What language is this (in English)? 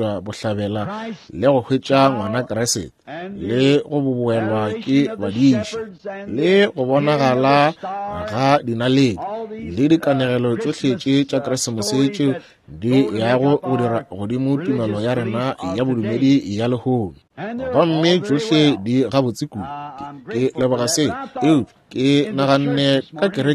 Northern Sotho